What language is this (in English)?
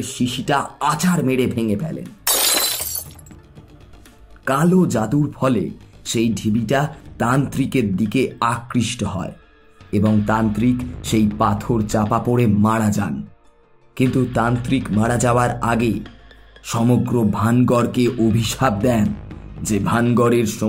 Bangla